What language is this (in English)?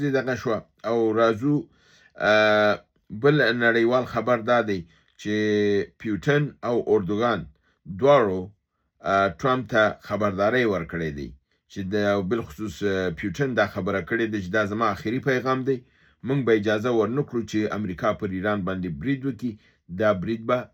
Pashto